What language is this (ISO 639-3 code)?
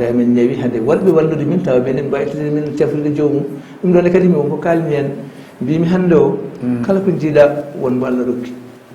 ful